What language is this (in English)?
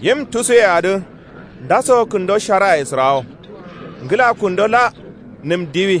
Kanuri